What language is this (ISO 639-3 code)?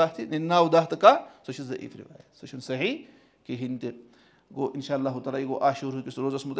kas